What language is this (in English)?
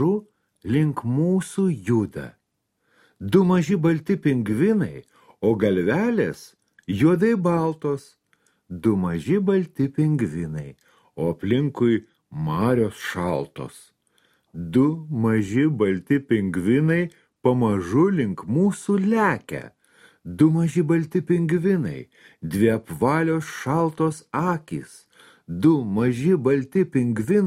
Lithuanian